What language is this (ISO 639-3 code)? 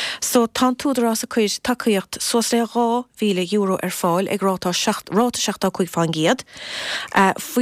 gle